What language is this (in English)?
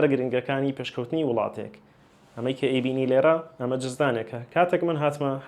Central Kurdish